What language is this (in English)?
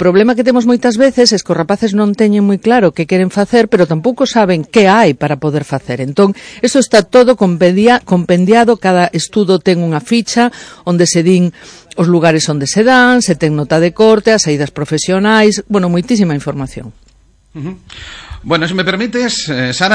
Galician